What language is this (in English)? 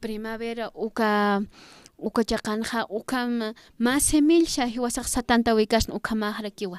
Aymara